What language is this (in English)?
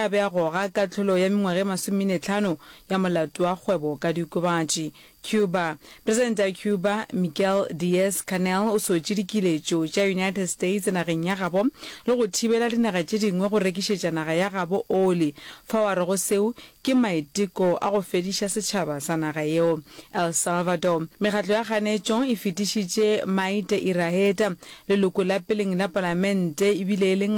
Northern Sotho